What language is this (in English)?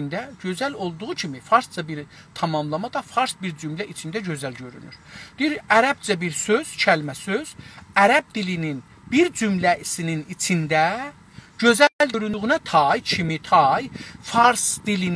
South Azerbaijani